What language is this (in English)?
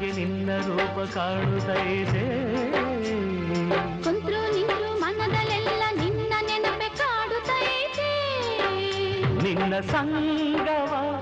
Kannada